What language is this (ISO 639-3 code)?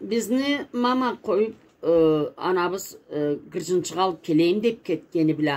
krc